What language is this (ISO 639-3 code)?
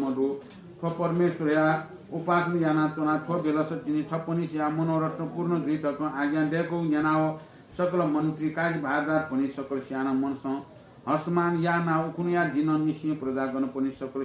new